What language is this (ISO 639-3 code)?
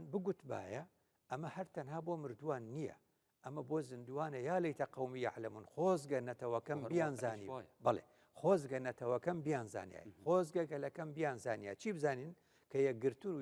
ckb